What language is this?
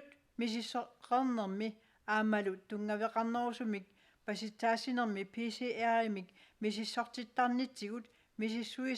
Kalaallisut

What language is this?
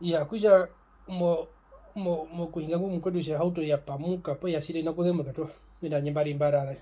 Herero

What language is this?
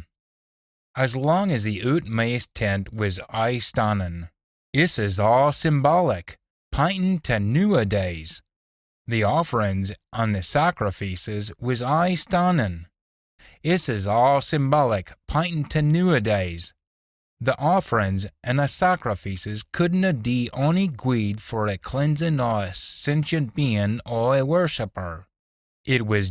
Scots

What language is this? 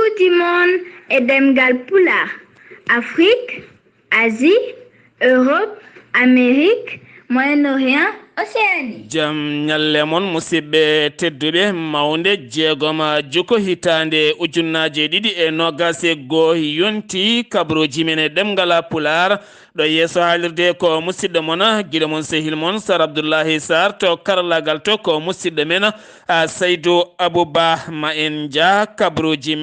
Fula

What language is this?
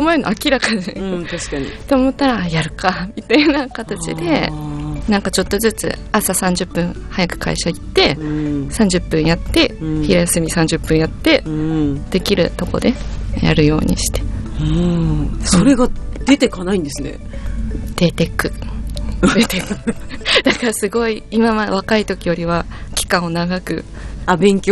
Japanese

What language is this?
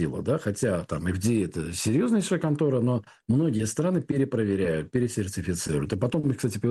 Russian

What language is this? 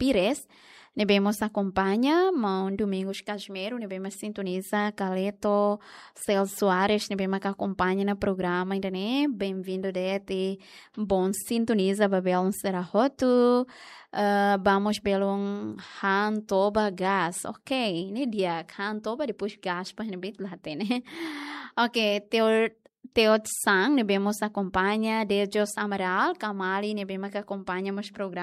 Tetum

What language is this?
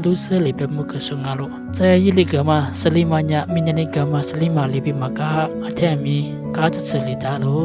Lisu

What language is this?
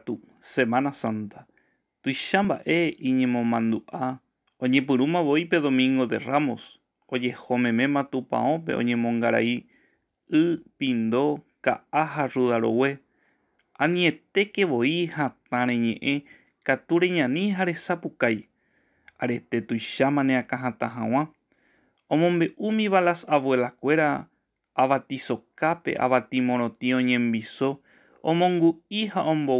Guarani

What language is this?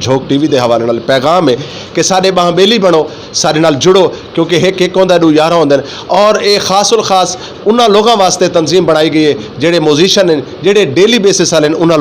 Saraiki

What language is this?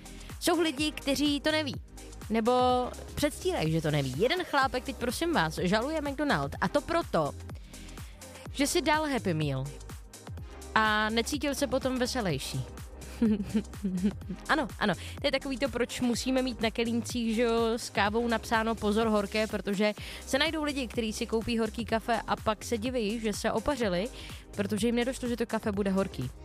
Czech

